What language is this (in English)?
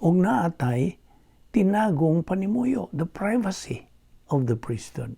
Cebuano